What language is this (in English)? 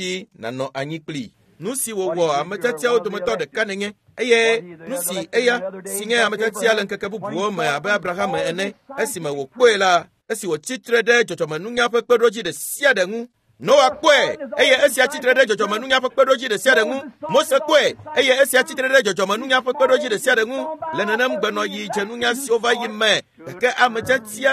Ewe